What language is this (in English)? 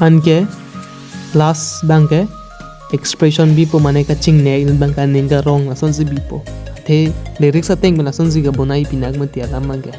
Karbi